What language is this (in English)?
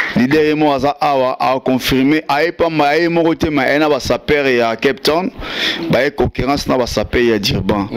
Lingala